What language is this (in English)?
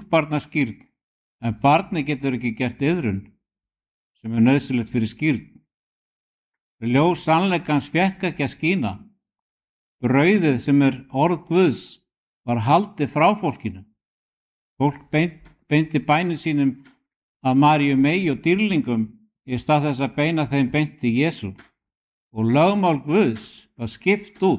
Icelandic